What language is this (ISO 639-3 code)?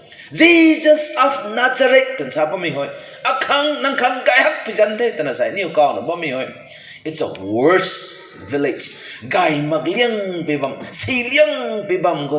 nbu